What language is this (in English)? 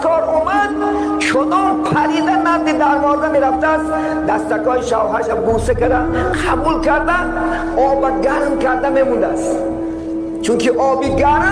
Tajik